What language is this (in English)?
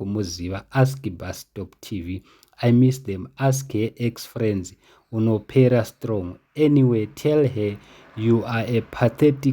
Shona